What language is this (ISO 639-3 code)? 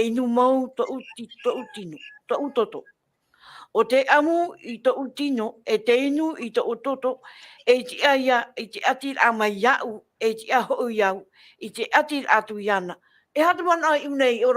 tah